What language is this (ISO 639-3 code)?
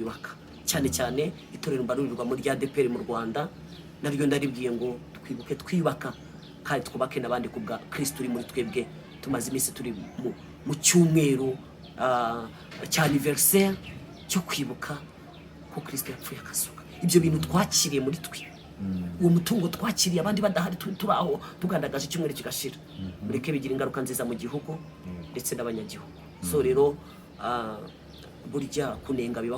kin